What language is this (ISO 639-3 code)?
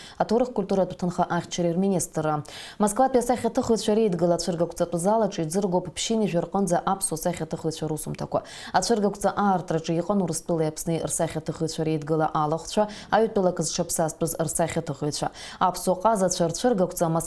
abk